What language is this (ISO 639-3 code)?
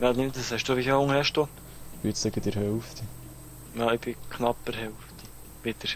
gsw